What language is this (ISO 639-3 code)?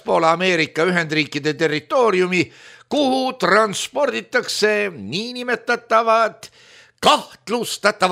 est